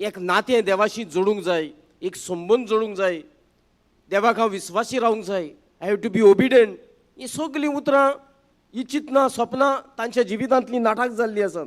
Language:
Konkani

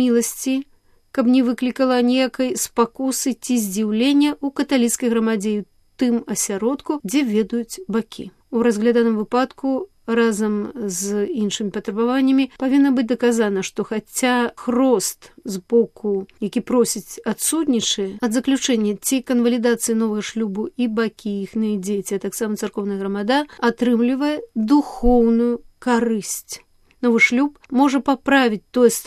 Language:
Belarusian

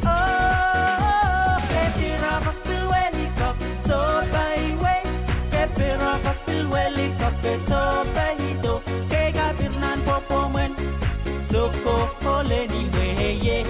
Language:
Pohnpeian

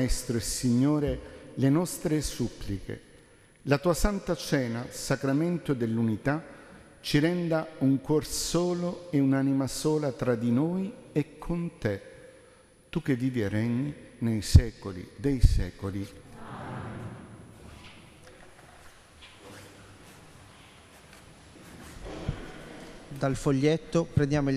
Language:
Italian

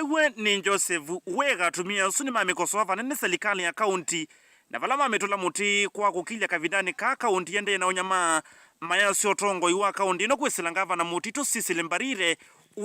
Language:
Kamba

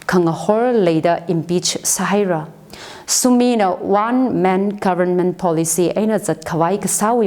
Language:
Tangkhul Naga (India)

